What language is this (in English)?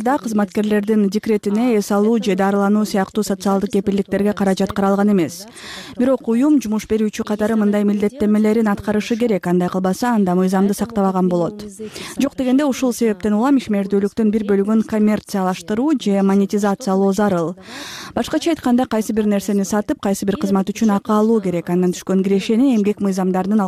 Kyrgyz